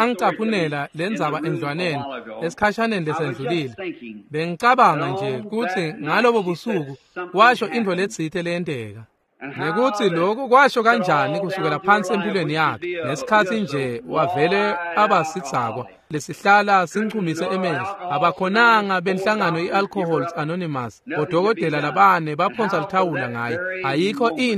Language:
Swati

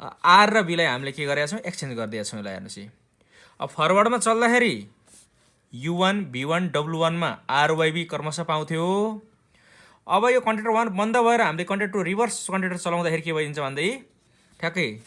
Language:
Nepali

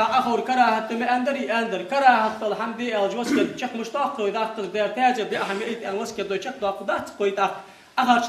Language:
Ingush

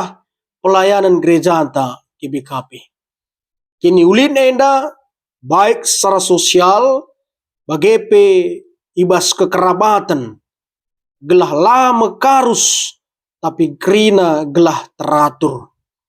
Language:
Batak Karo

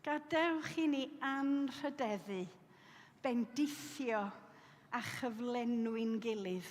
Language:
Welsh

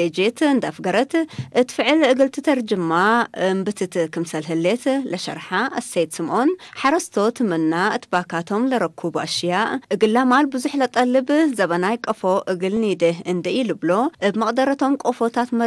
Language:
Tigre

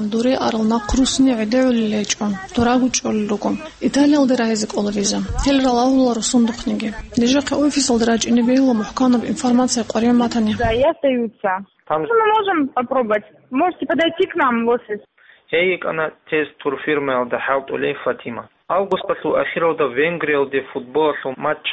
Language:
Avaric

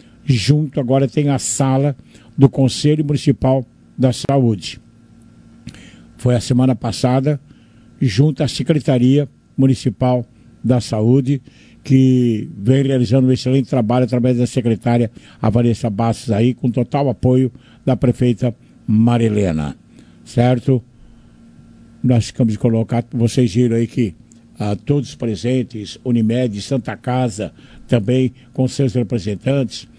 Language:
Portuguese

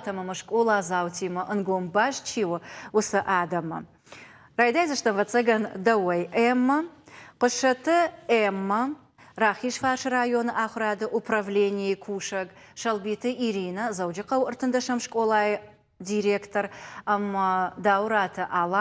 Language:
Ossetic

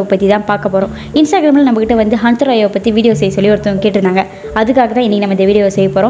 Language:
Tamil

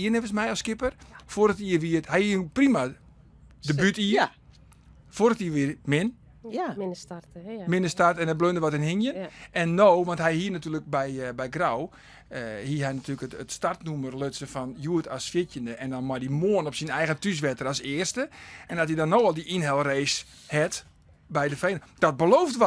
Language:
Western Frisian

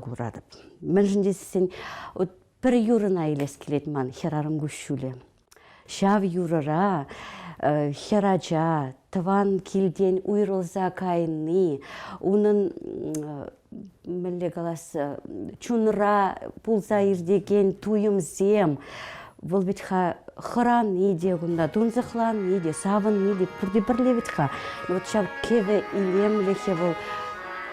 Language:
Chuvash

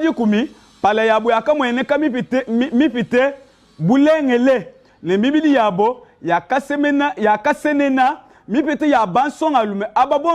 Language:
Luba-Lulua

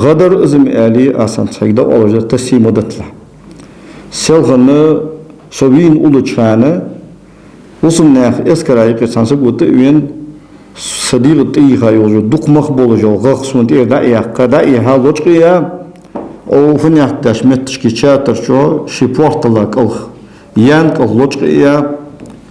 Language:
Ingush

